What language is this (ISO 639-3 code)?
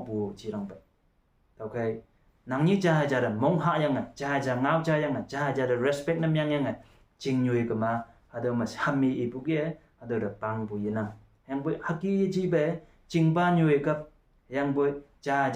nbe